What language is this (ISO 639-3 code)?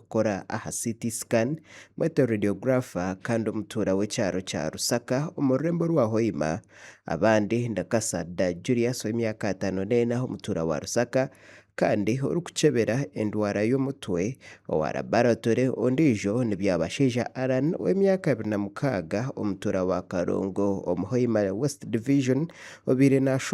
nyn